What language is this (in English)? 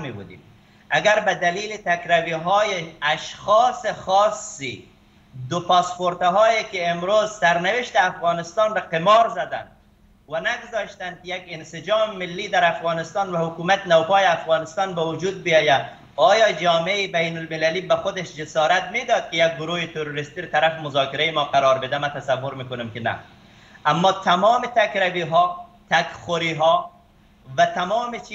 Persian